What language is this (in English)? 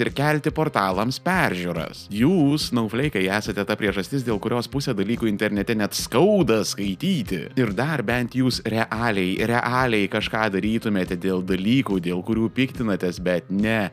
Lithuanian